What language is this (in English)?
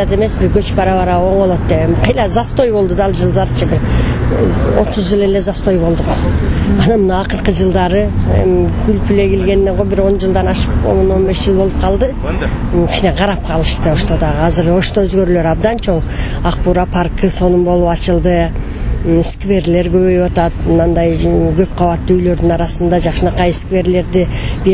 Kyrgyz